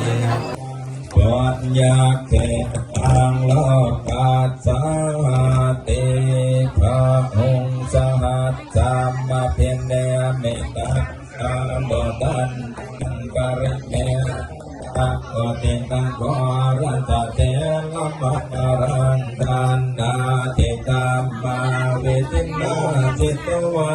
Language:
Pali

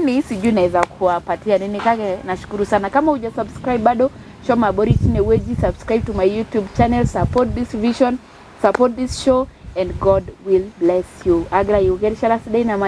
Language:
Masai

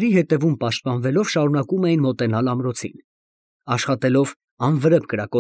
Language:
Armenian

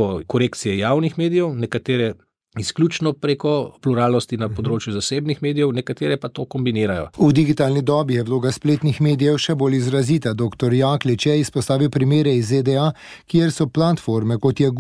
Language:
Slovenian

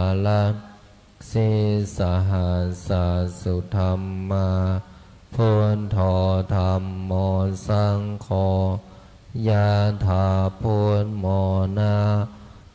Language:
Pali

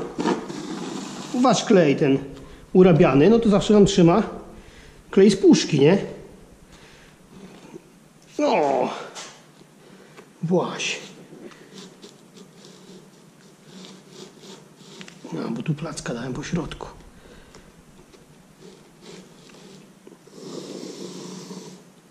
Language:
Polish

